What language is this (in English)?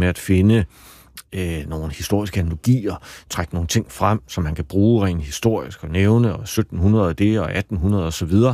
Danish